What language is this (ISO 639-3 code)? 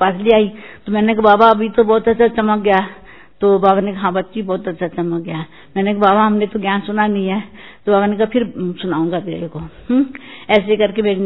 hin